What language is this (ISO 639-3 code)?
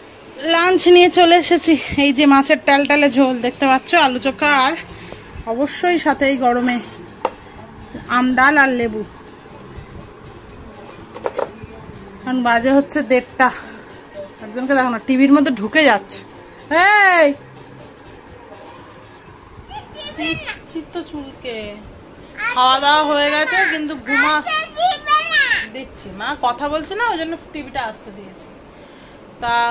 ben